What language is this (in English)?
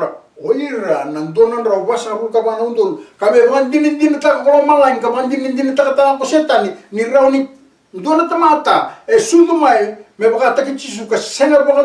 Fijian